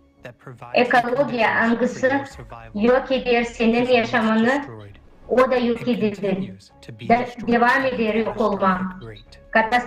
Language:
Gagauz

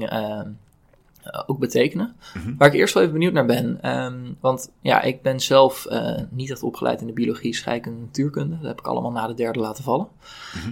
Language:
Dutch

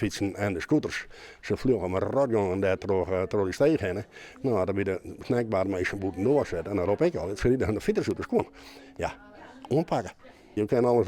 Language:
Western Frisian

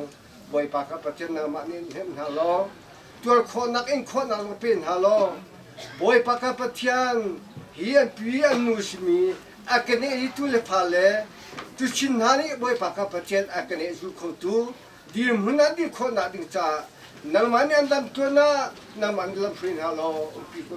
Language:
Hakha Chin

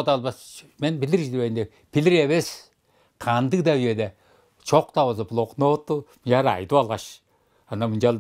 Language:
Tuvinian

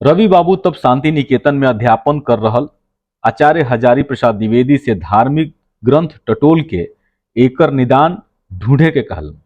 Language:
Bhojpuri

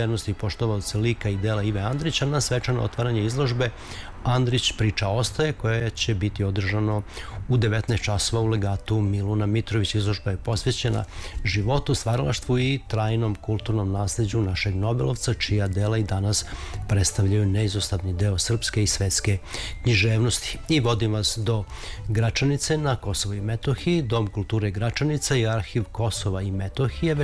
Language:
Serbian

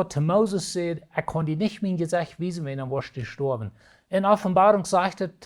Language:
Plautdietsch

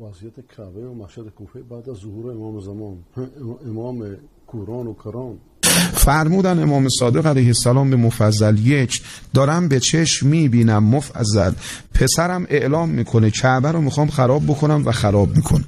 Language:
Persian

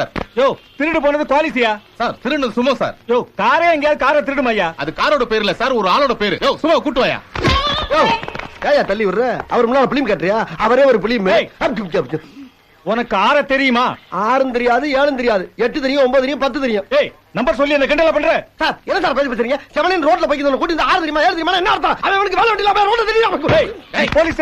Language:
Tamil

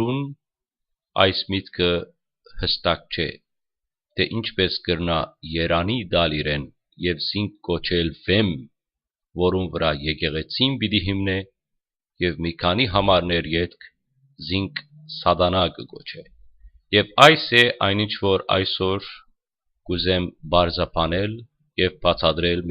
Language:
Western Armenian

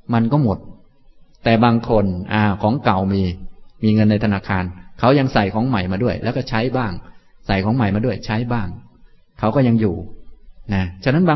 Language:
Thai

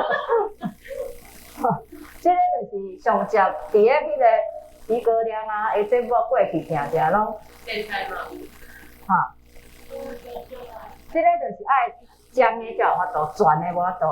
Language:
Min Nan Chinese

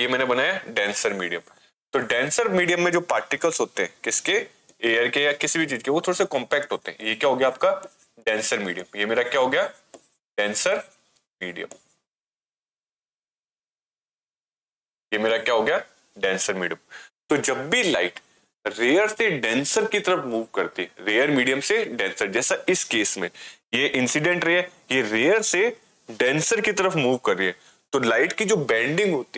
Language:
Hindi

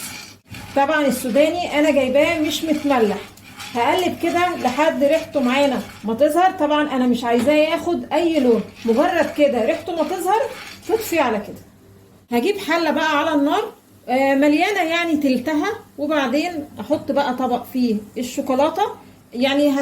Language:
Egyptian Arabic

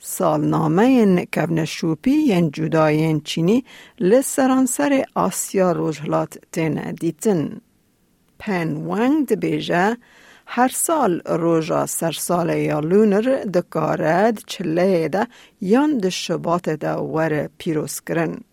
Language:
Kurdish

